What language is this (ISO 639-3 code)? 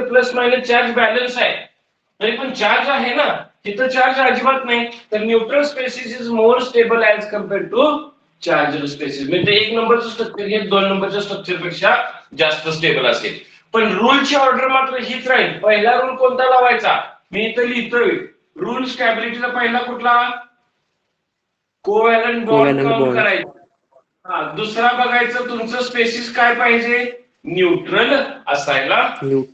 mar